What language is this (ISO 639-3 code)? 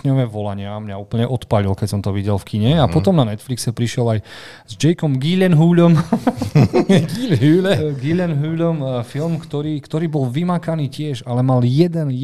slk